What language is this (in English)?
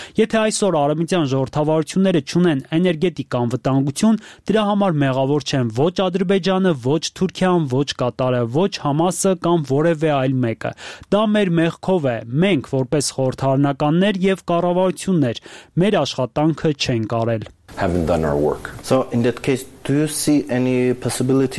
Armenian